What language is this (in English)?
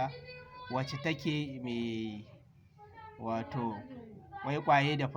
Hausa